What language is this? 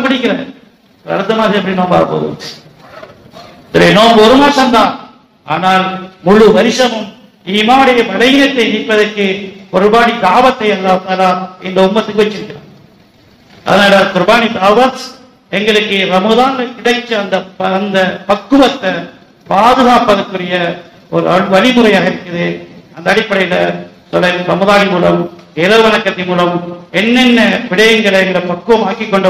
Tamil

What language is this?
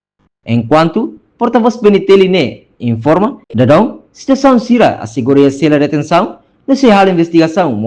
Tetum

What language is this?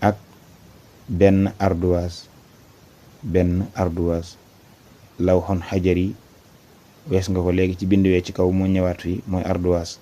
Wolof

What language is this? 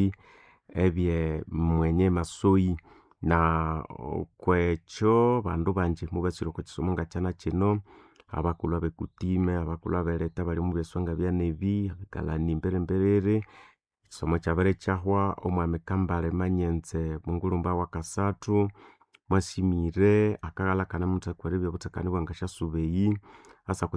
Nande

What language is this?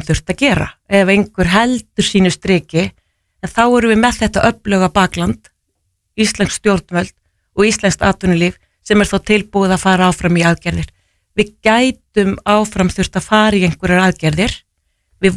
Icelandic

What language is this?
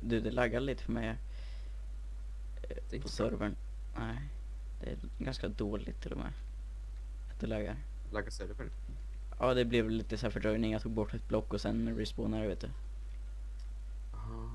Swedish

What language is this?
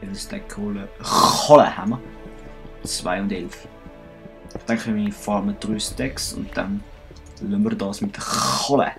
Swiss German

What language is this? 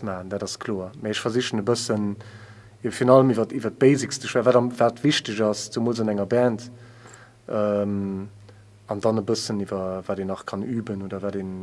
Luxembourgish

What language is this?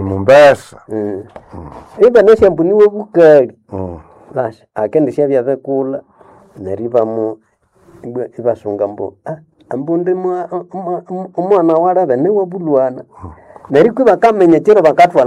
Nande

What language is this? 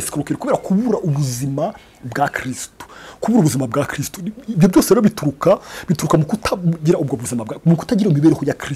Kinyarwanda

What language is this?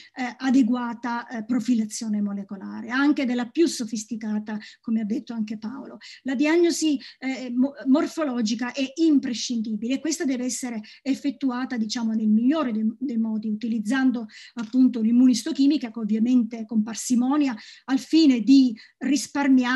Italian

